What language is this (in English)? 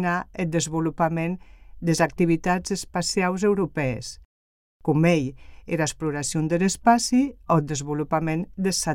Catalan